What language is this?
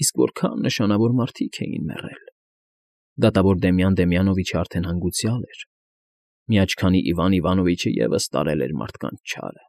Armenian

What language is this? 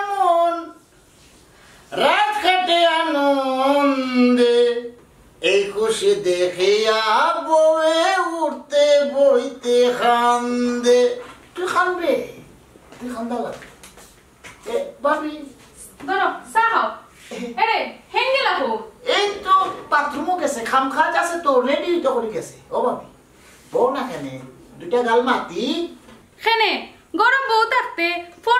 Sylheti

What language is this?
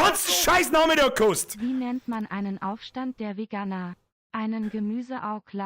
Bavarian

